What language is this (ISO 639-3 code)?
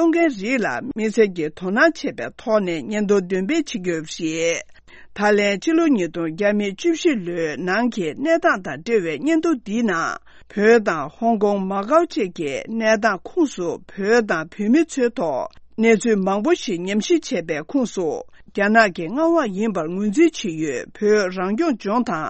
bod